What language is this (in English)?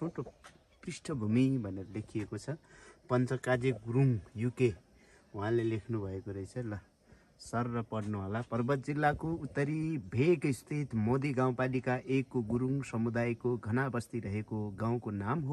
Nepali